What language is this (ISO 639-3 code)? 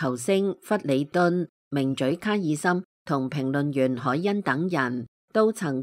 yue